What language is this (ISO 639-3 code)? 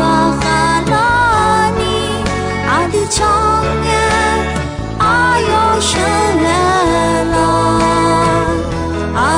ahk